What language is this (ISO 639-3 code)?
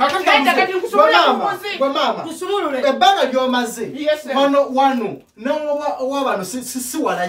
lug